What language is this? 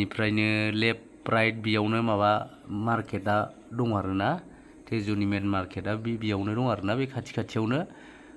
Bodo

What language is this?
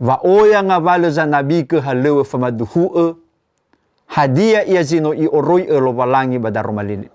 Nias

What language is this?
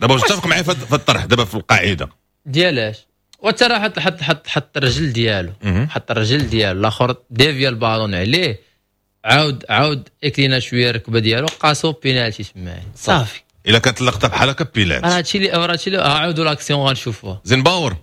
Moroccan Arabic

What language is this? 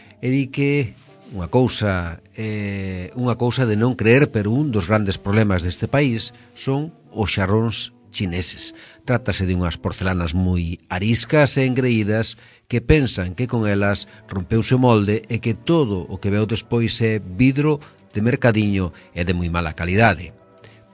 Galician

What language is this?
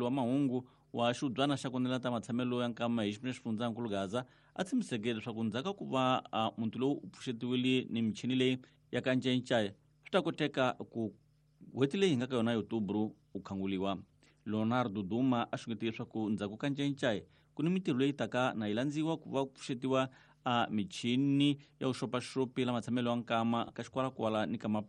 Tsonga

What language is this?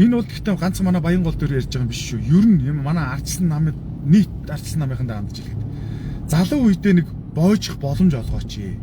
Mongolian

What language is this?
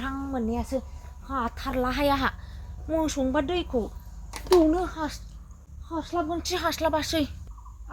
Bodo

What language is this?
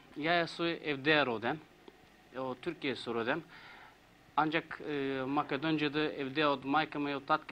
Macedonian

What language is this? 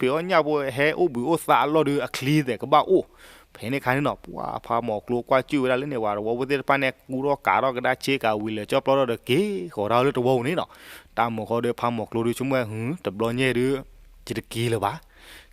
S'gaw Karen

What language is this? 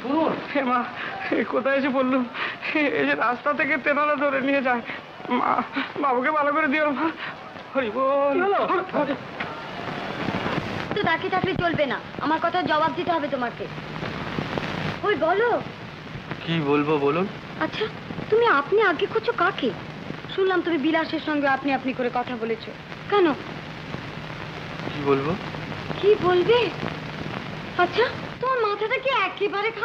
Bangla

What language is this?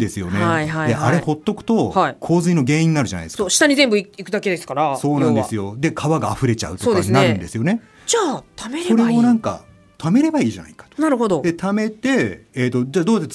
Japanese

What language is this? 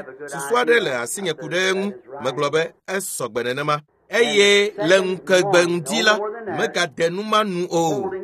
Ewe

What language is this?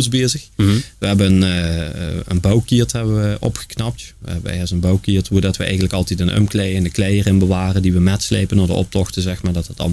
Limburgish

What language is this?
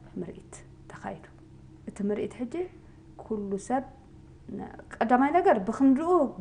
Tigrinya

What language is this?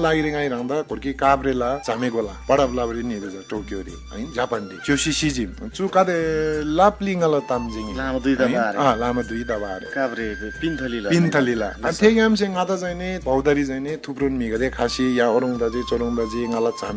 Eastern Tamang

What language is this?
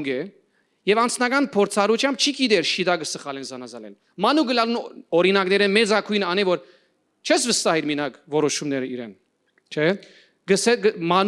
Western Armenian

